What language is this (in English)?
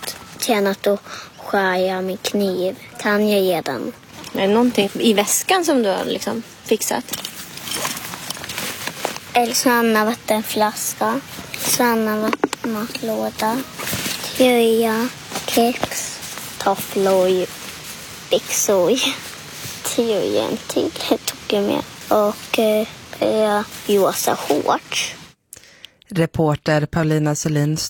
Swedish